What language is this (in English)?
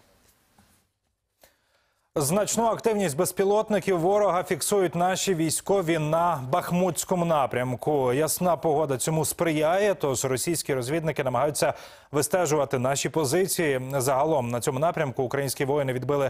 Ukrainian